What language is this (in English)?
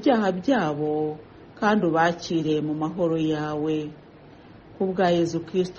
Kinyarwanda